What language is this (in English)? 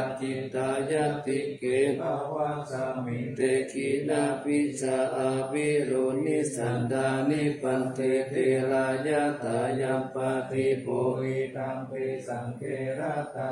Pali